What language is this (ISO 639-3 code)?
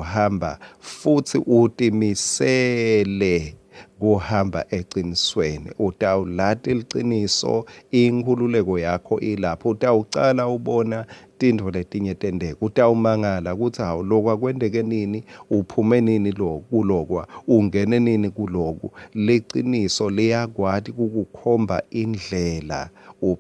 ssw